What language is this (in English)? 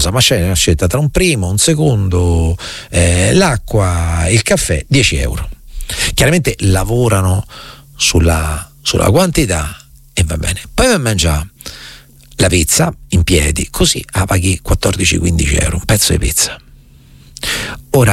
Italian